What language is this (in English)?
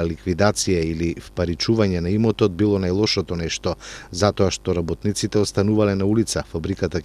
Macedonian